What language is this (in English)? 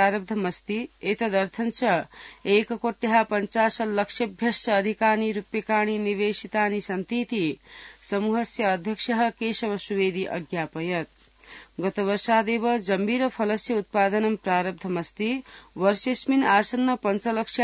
Sanskrit